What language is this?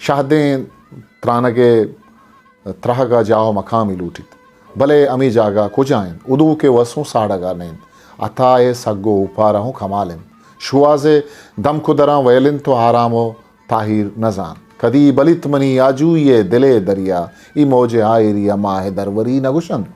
Eastern Balochi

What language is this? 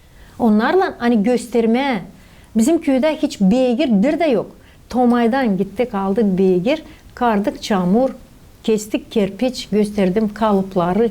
Gagauz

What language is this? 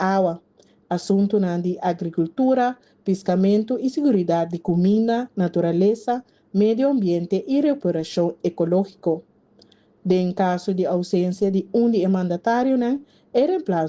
Papiamento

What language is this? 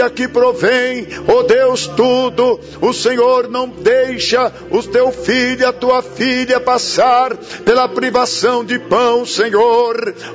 Portuguese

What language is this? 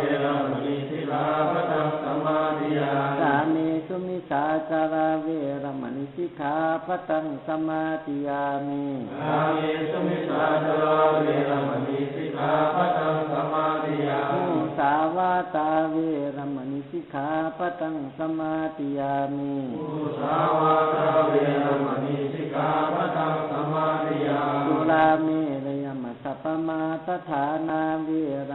Pali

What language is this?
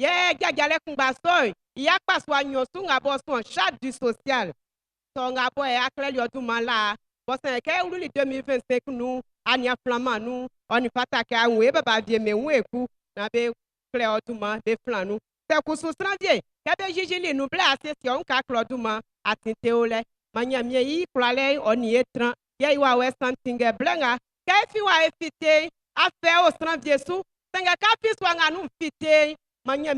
Baoulé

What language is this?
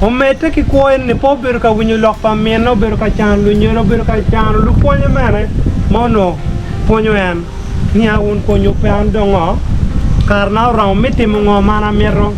Acoli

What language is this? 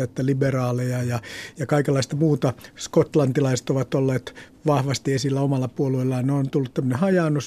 Finnish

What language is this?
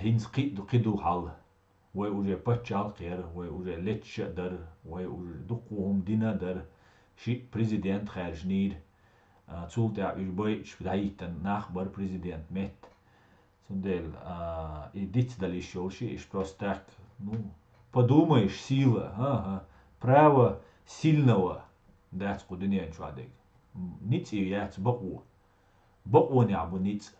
Chechen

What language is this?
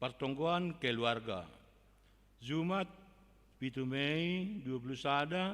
Batak Simalungun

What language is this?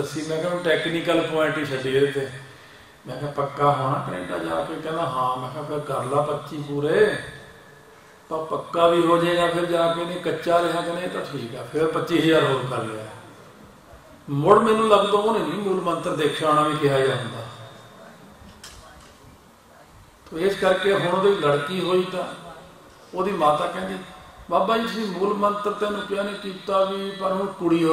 Punjabi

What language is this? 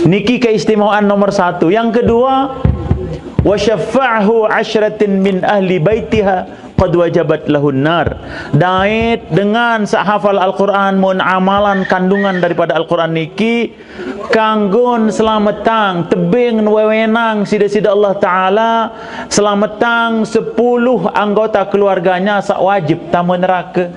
Sasak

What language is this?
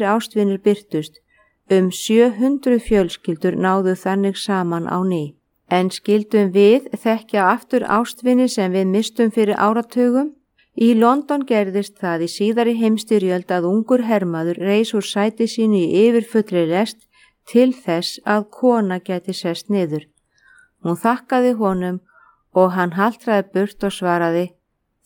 Icelandic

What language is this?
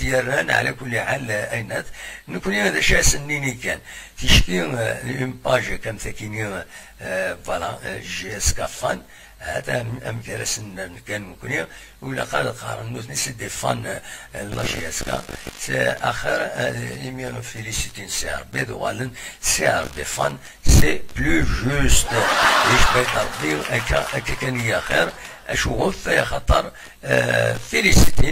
Kabyle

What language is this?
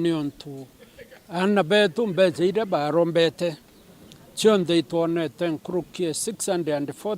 Meru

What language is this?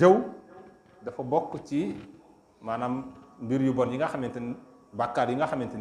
Wolof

